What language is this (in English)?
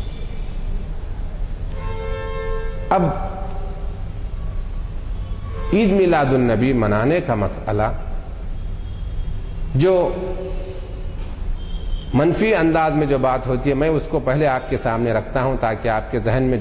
Urdu